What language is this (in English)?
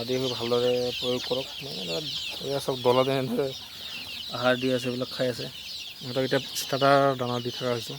Assamese